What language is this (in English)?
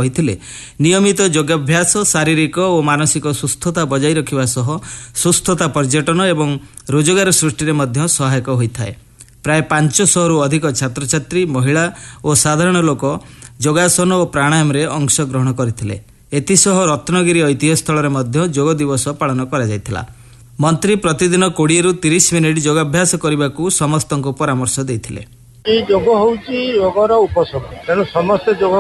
Odia